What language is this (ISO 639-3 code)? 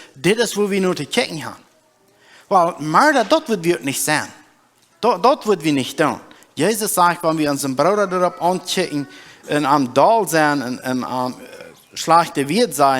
pdt